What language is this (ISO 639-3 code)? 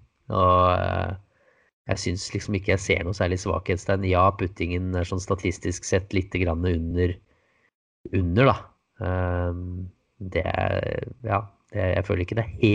nor